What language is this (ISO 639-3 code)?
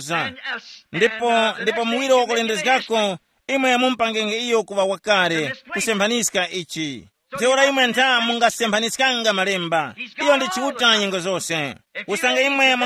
tum